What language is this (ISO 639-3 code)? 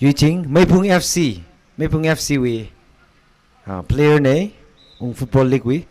nmf